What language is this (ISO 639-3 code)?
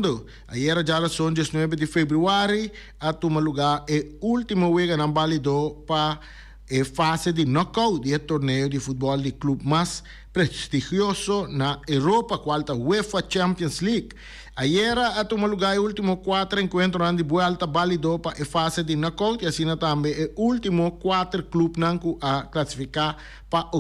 pap